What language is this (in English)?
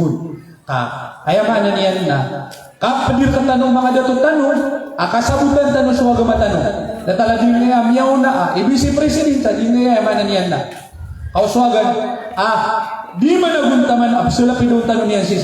Maranao